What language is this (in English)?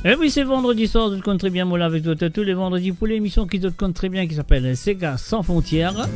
Morisyen